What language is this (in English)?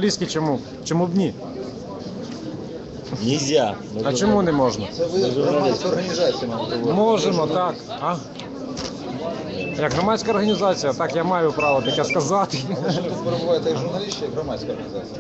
Ukrainian